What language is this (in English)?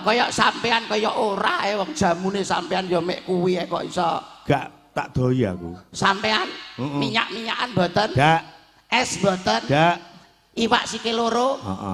Javanese